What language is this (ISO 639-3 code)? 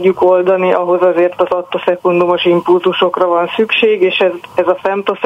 hun